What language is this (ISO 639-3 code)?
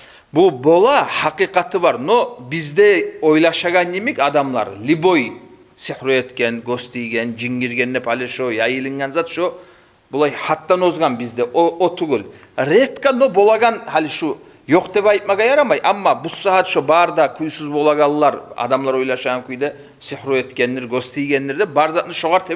kum